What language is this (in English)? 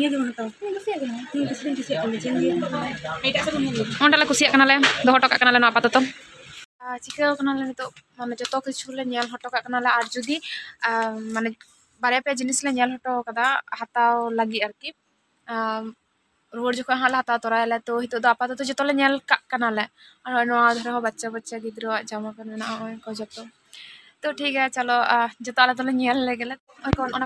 Santali